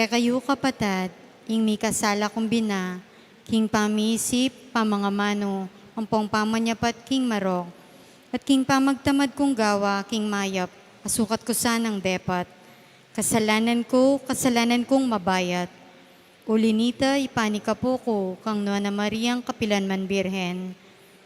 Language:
Pampanga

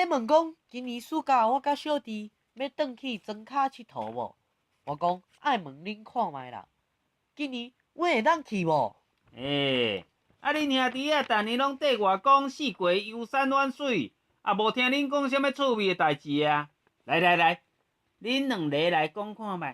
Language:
Min Nan Chinese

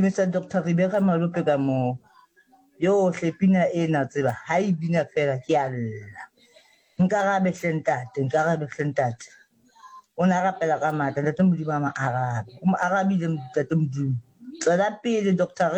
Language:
Southern Sotho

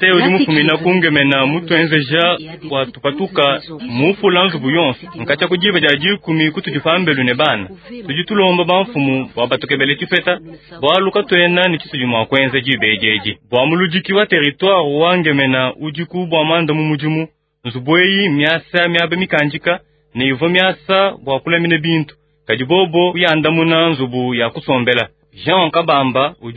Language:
Luba-Lulua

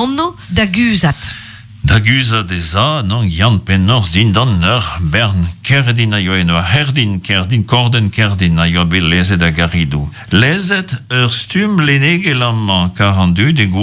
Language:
Breton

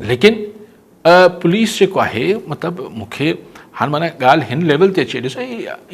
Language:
Sindhi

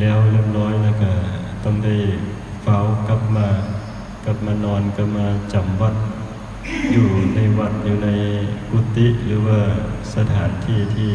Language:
Northeastern Thai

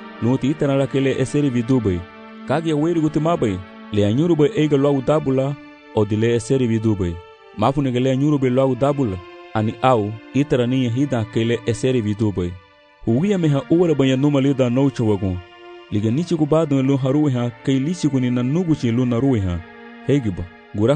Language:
Garifuna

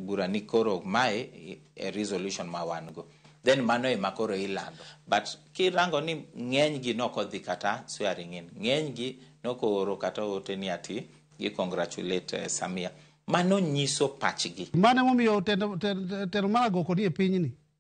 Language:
Luo (Kenya and Tanzania)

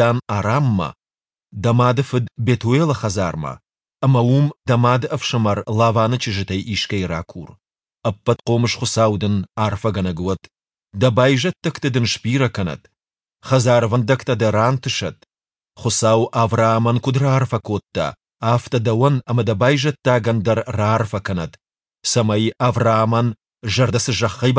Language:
Ossetic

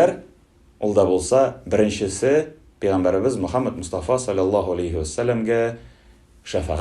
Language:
Tatar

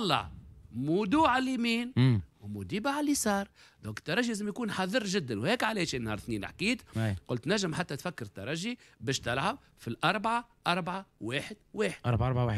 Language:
Tunisian Arabic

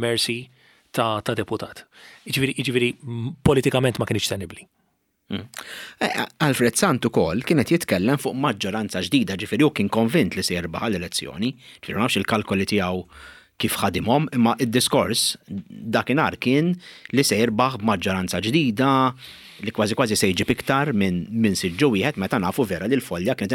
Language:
Maltese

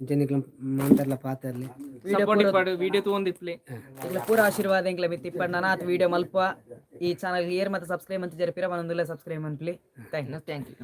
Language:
Tulu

